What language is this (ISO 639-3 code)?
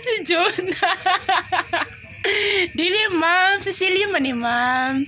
ceb